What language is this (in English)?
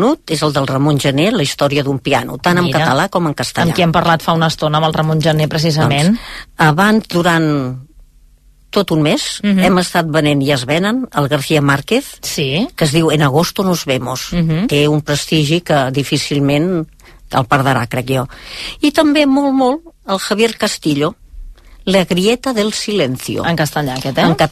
Catalan